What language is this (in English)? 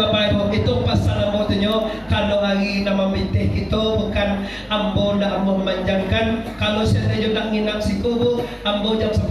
Minangkabau